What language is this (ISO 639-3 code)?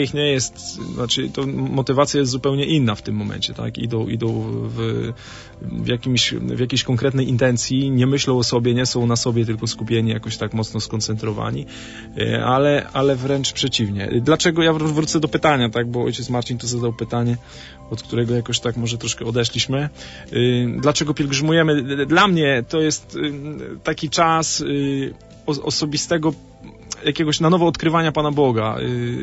pol